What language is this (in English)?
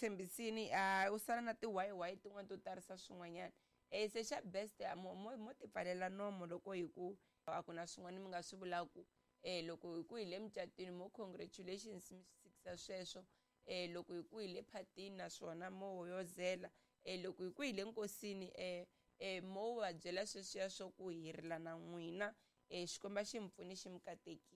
Tsonga